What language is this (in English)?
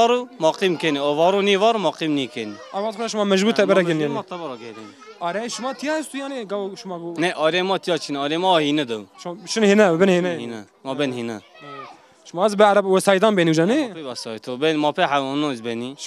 Zaza